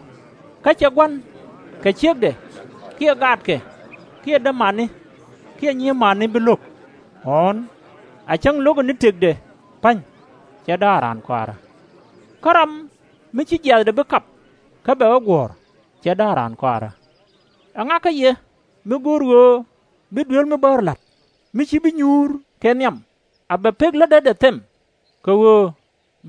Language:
Nuer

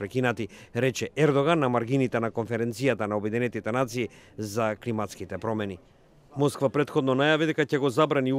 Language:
Macedonian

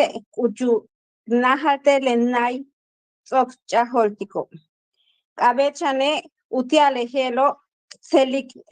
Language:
Yucateco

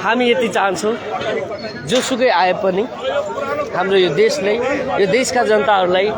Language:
Nepali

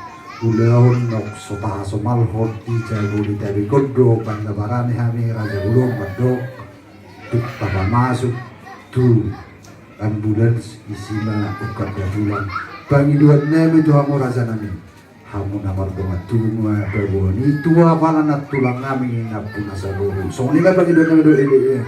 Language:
Batak Toba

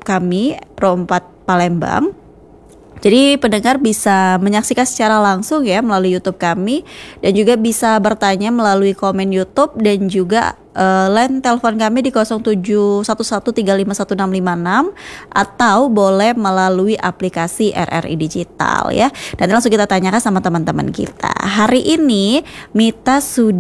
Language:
Indonesian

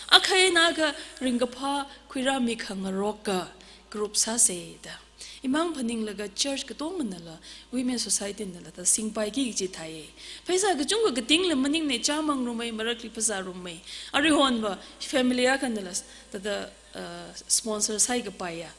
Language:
Tangkhul Naga (India)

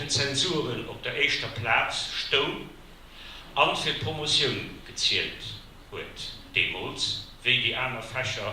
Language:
Luxembourgish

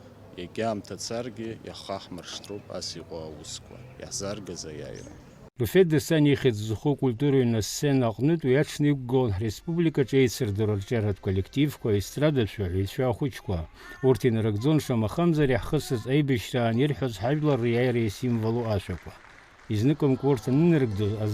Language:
Abkhazian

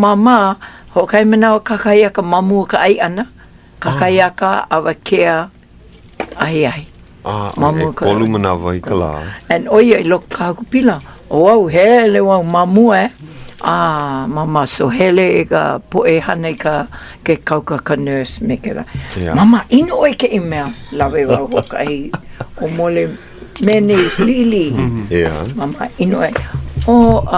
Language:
Hawaiian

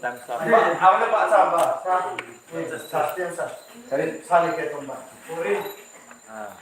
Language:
Riang (India)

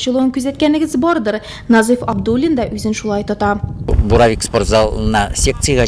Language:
Tatar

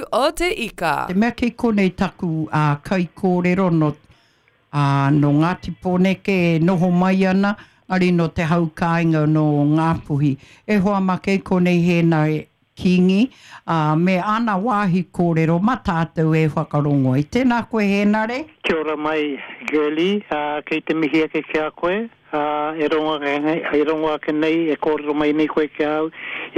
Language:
Māori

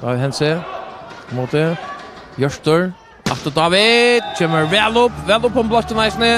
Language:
Faroese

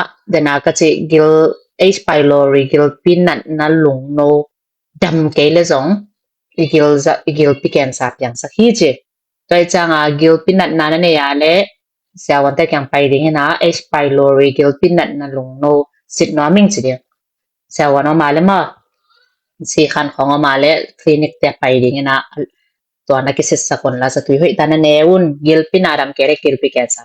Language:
Tedim Chin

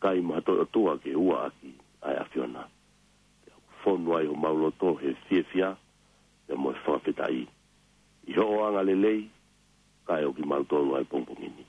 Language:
Tongan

